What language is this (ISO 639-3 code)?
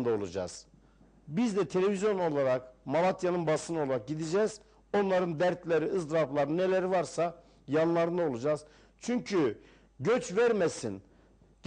tur